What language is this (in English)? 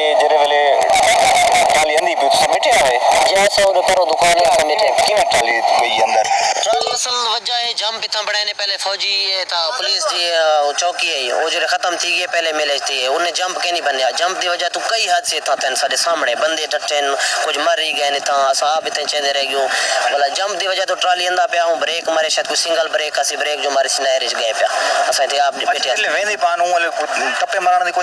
Saraiki